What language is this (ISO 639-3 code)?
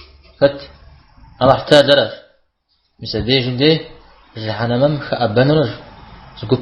kbd